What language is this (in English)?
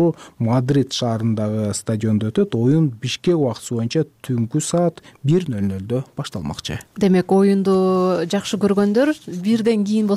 Kyrgyz